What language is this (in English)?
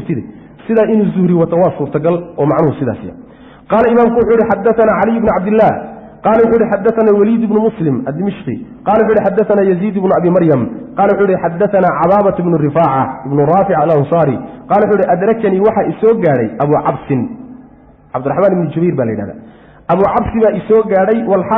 Somali